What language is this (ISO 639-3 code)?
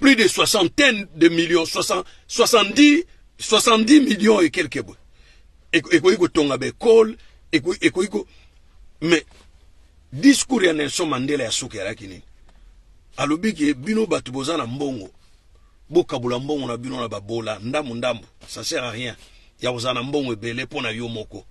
lin